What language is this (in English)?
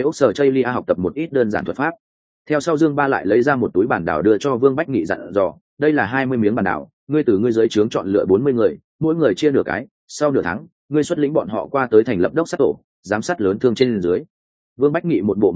Vietnamese